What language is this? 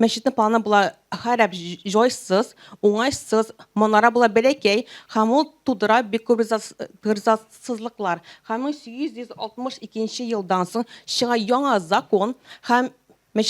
Tatar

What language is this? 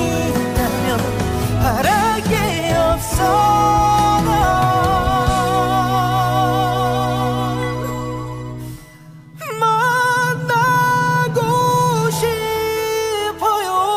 Korean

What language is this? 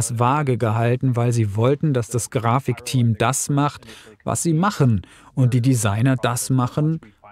German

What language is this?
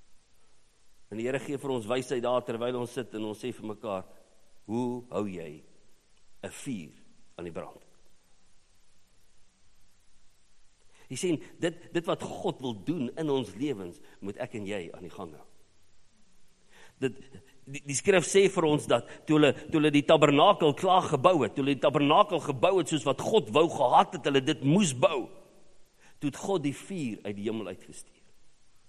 Afrikaans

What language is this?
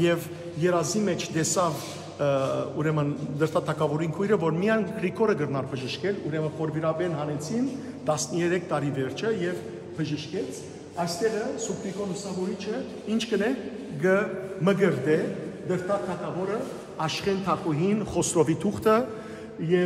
Western Armenian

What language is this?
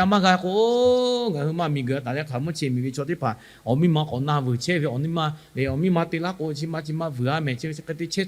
Lahu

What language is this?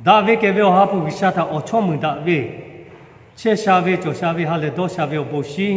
Lahu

